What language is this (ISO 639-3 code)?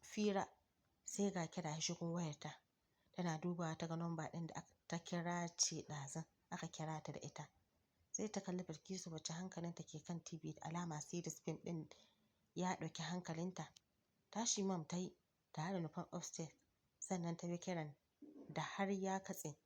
hau